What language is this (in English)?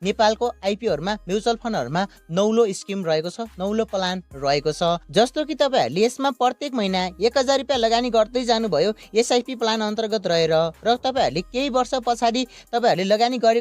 Nepali